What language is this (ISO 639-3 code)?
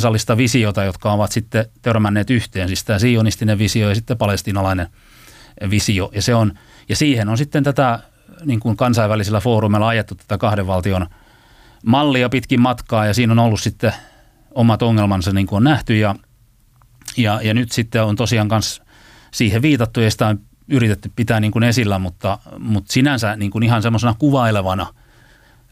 fin